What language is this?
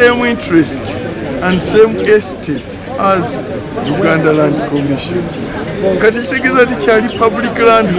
Ganda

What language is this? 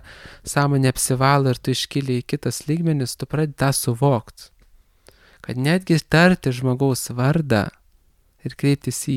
Lithuanian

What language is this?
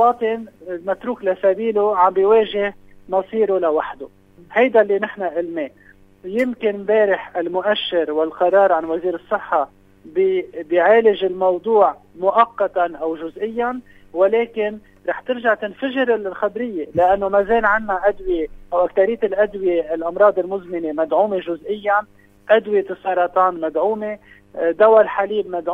North Levantine Arabic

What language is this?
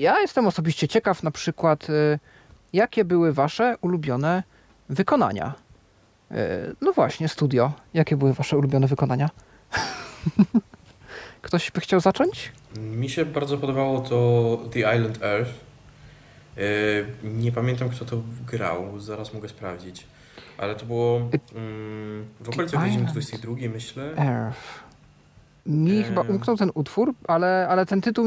Polish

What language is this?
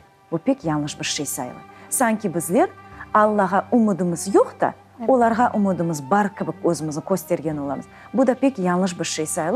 Crimean Tatar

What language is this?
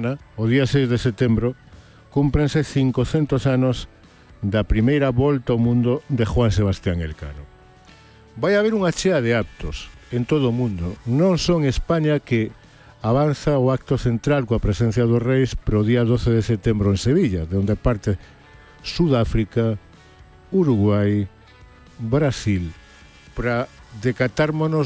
Galician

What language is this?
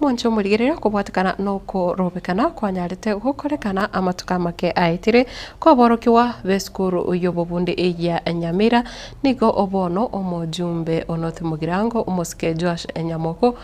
Gusii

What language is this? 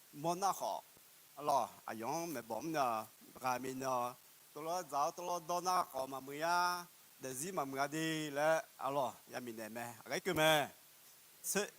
Akha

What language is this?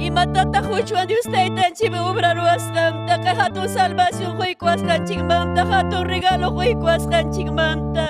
Ayacucho Quechua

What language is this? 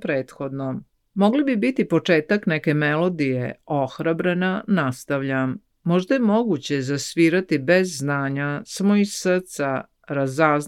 Serbian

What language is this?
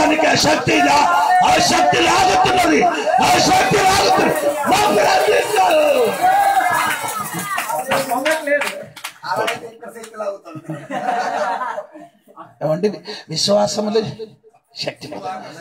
Telugu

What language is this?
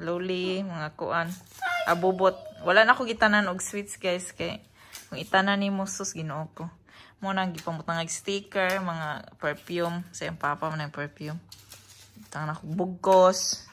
Cebuano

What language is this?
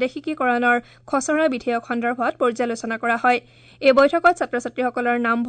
Assamese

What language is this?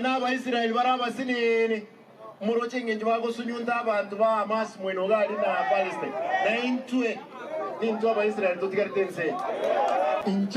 Gusii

